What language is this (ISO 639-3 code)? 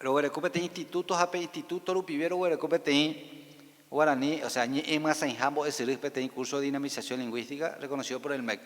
grn